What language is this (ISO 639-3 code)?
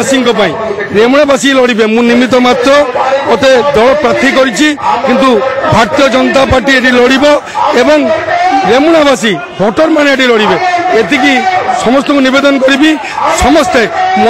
ori